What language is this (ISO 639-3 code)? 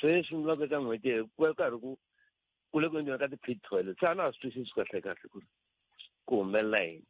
tso